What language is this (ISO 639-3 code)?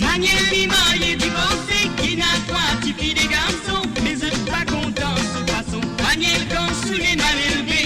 mfe